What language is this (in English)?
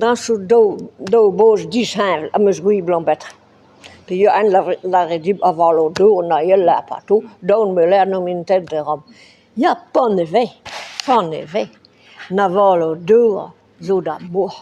Breton